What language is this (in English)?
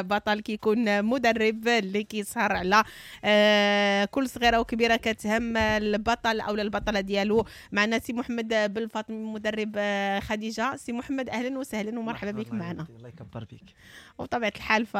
Moroccan Arabic